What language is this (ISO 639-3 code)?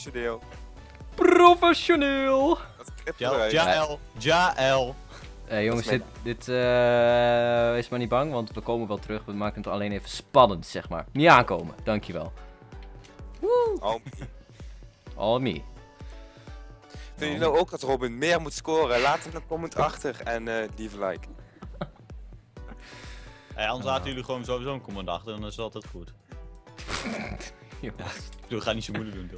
nld